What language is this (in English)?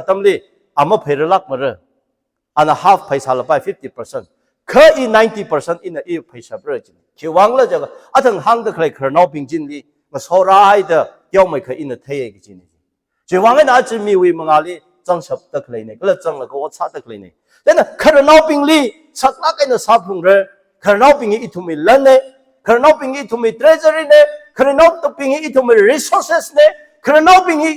Tangkhul Naga (India)